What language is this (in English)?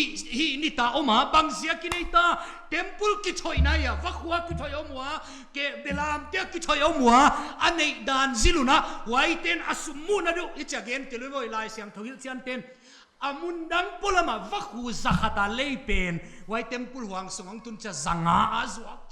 Paite Chin